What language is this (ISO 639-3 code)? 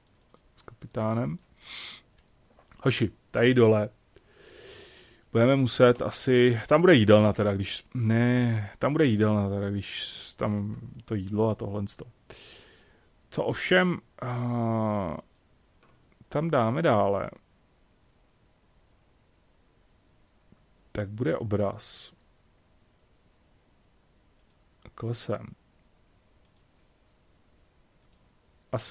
ces